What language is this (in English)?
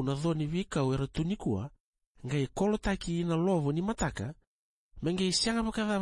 Fijian